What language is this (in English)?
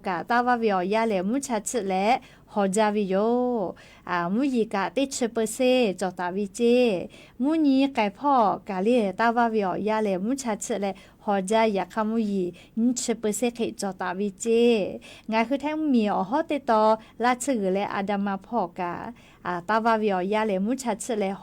Lahu